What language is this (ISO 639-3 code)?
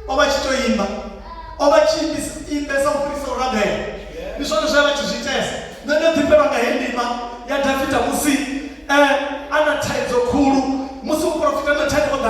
ven